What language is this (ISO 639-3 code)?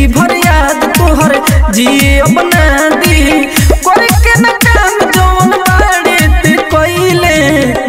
bho